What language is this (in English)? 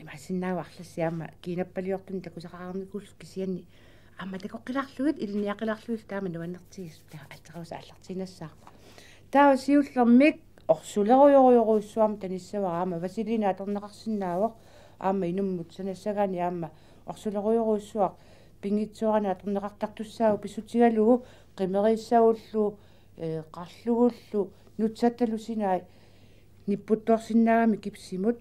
Kalaallisut